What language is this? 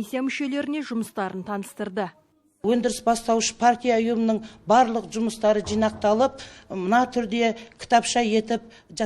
Kazakh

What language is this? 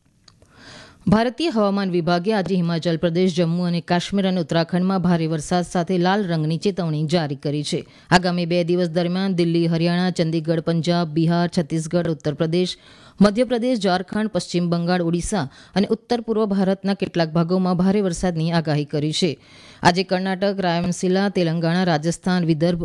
Gujarati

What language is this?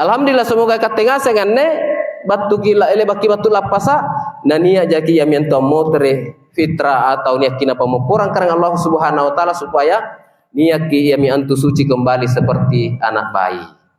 Makasar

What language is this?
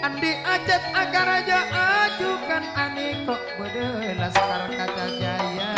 Madurese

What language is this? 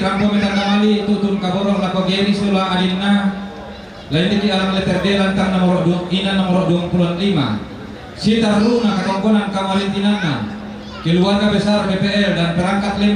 Toraja-Sa'dan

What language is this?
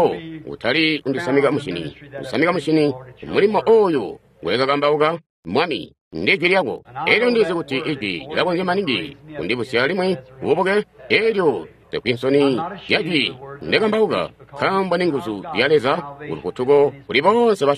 Tonga (Zambia)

